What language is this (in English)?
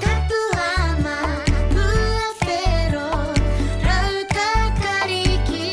Māori